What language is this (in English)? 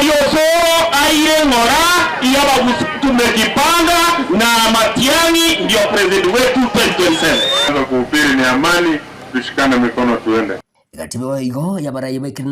Gusii